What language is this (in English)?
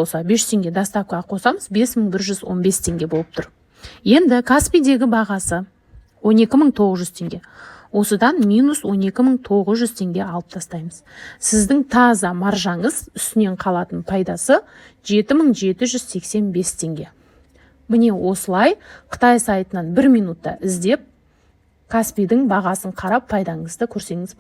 Kazakh